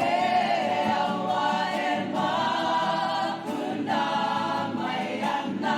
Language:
Māori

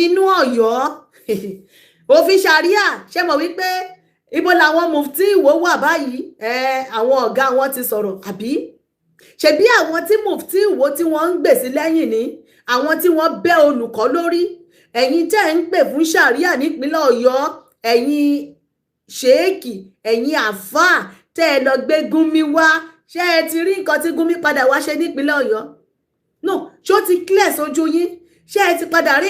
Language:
Yoruba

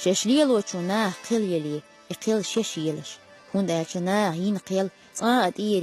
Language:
Chechen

